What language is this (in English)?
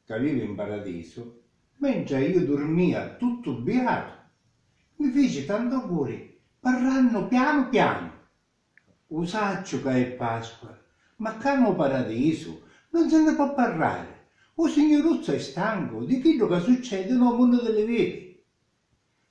Sicilian